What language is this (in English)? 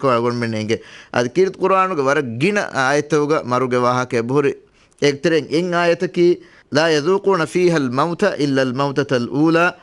Divehi